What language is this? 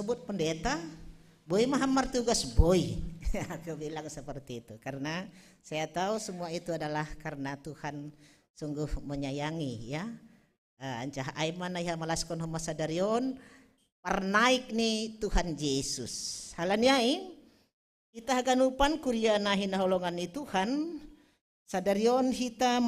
Batak Simalungun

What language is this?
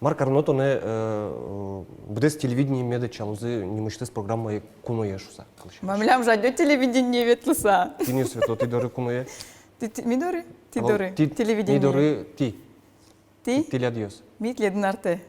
Udmurt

